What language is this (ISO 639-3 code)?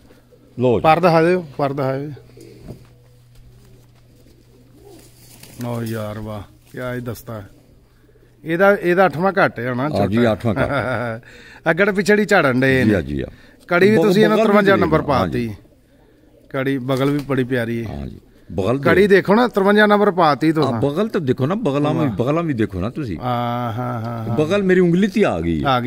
pan